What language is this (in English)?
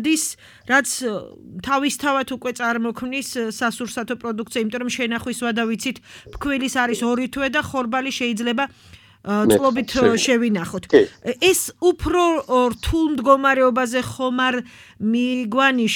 Georgian